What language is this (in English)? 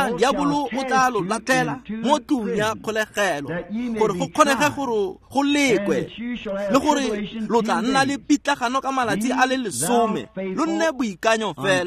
Tswana